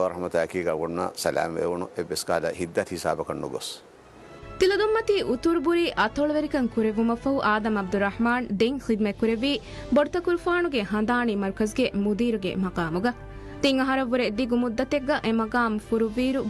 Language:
Divehi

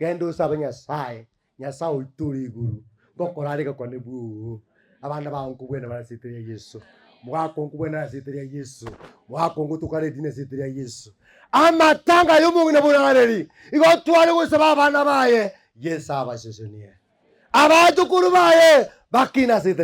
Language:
Gusii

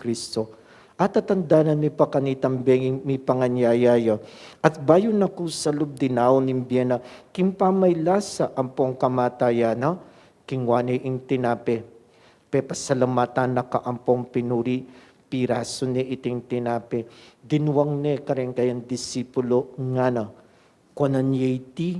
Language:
Pampanga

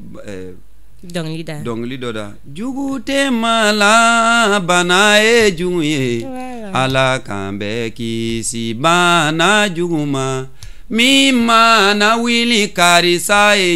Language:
Bambara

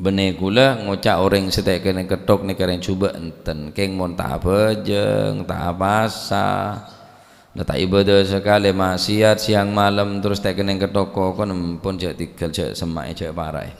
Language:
Madurese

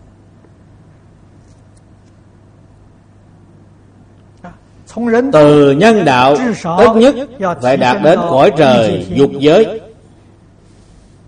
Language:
Vietnamese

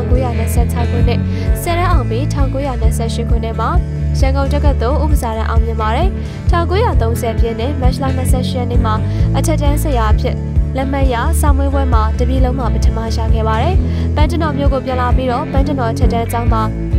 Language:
Burmese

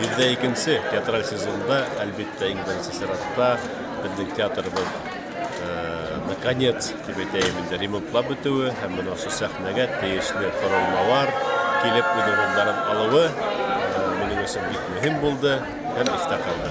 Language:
Bashkir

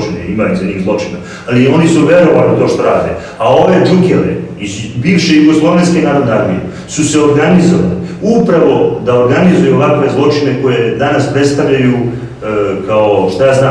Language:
Serbian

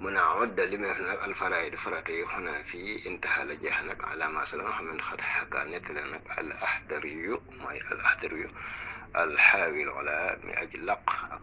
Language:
Wolof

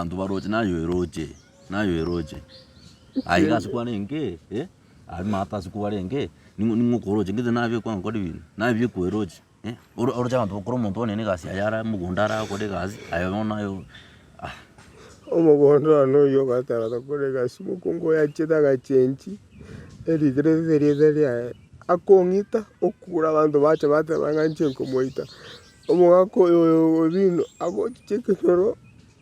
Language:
Gusii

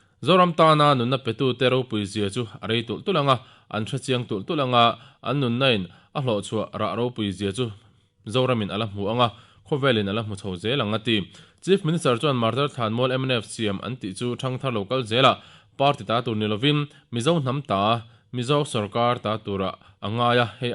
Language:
Mizo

